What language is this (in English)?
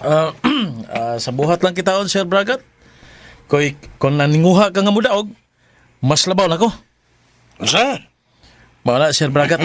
Cebuano